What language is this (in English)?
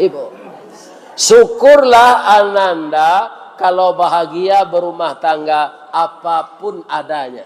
Minangkabau